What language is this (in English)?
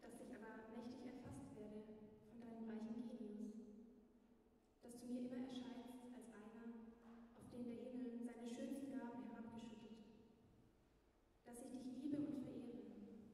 German